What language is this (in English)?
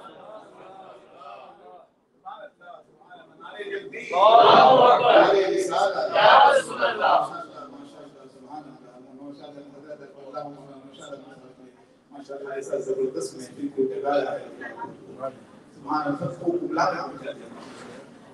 Urdu